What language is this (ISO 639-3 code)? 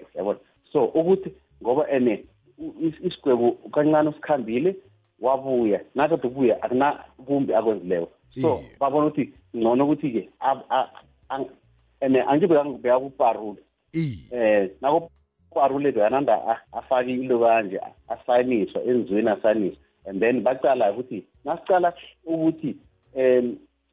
nbl